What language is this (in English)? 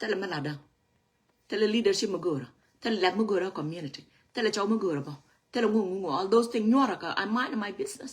Nuer